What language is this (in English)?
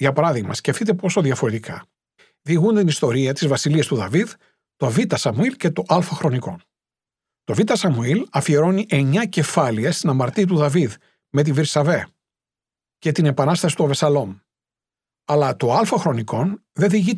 Greek